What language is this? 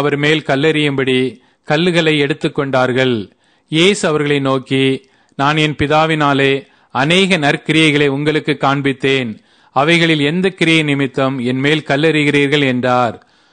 Tamil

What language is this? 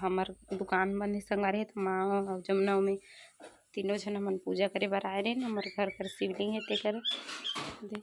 Chhattisgarhi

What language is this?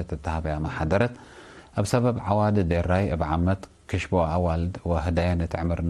Tigre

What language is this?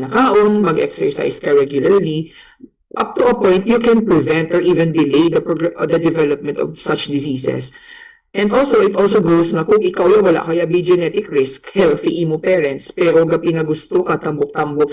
Hiligaynon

